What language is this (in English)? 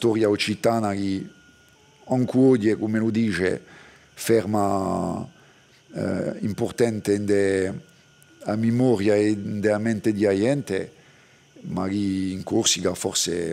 Corsican